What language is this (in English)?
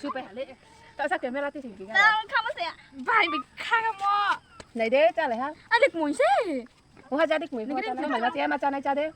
Riang (India)